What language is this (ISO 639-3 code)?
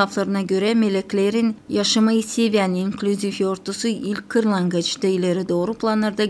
gag